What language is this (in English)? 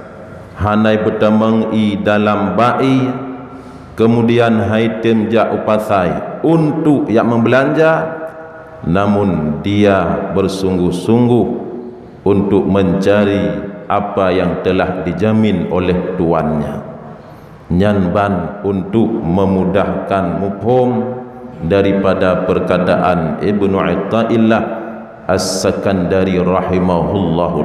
Achinese